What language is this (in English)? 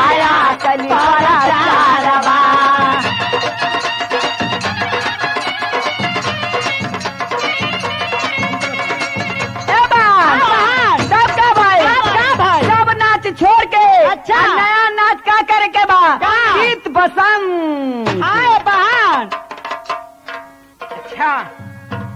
Bhojpuri